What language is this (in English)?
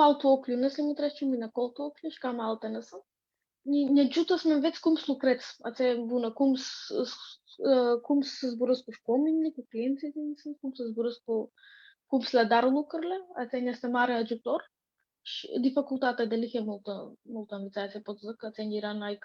Aromanian